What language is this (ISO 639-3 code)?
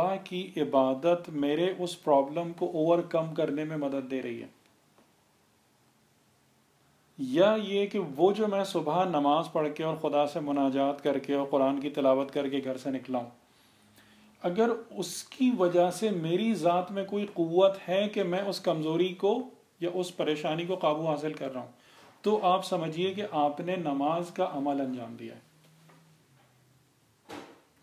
urd